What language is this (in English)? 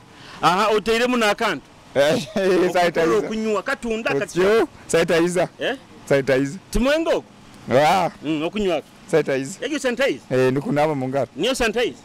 Nyoro